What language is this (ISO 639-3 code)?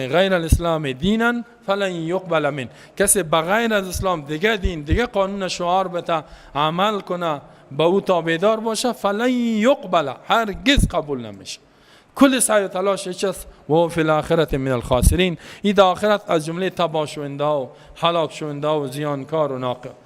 fas